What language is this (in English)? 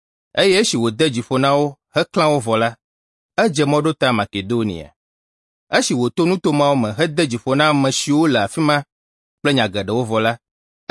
Ewe